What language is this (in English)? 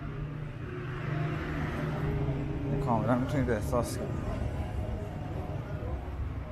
Persian